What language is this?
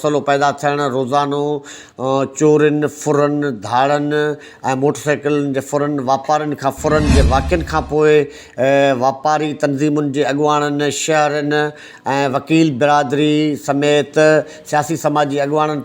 Sindhi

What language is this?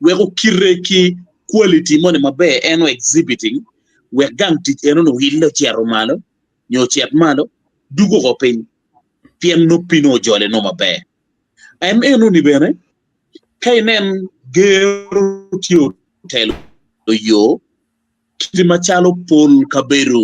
Acoli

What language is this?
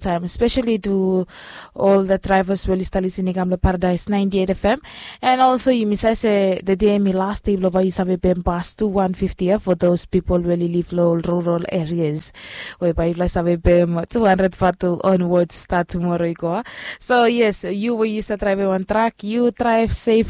Bislama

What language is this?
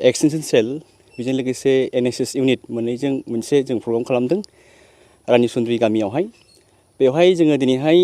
Bodo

